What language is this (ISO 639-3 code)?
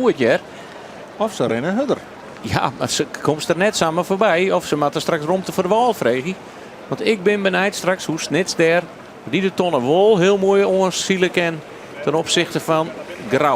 fry